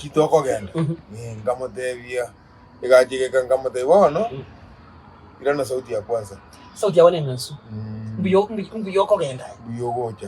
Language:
Gusii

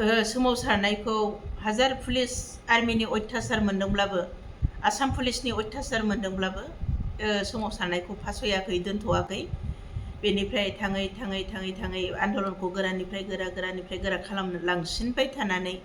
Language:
Bodo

